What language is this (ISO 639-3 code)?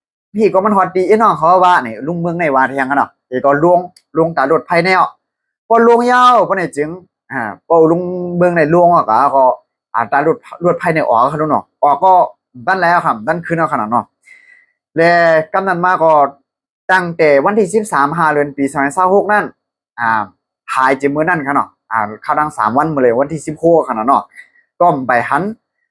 shn